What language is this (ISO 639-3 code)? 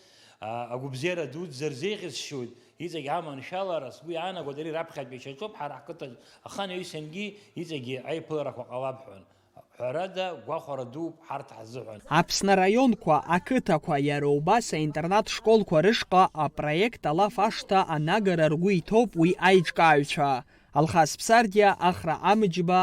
abk